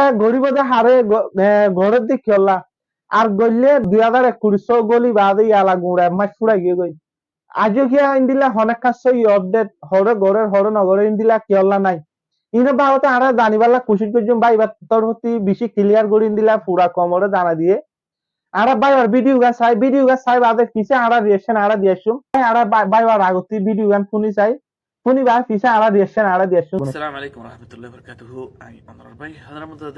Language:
Rohingya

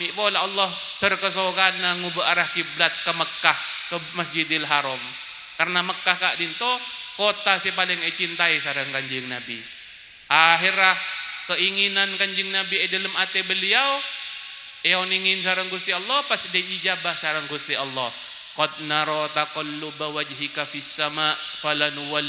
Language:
Madurese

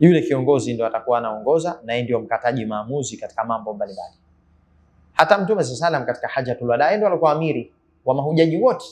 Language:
Swahili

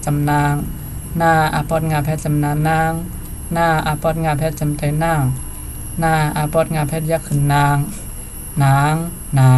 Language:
Shan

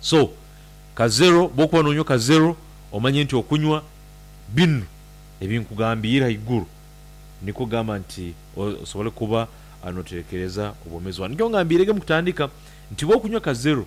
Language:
Nyankole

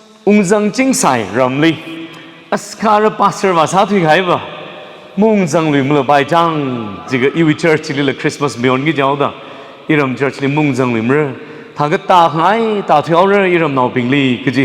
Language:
Tangkhul Naga (India)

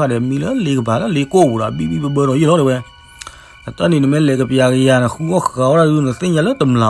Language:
S'gaw Karen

